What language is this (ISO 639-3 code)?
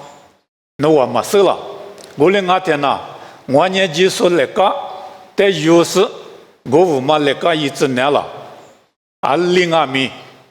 lis